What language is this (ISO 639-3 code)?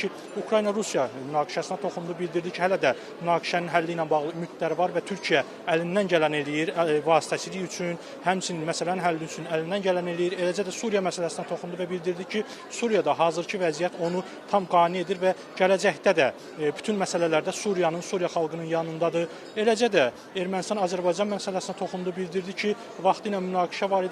aze